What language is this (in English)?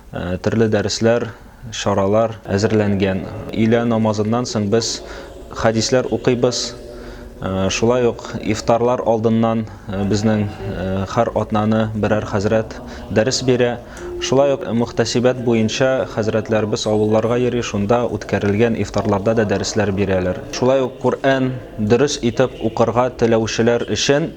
Tatar